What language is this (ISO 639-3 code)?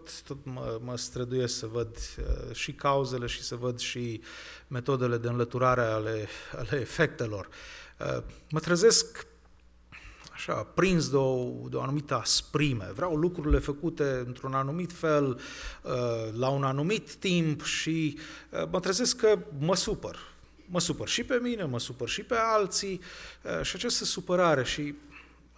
ron